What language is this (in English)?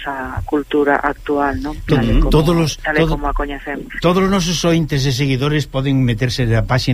Galician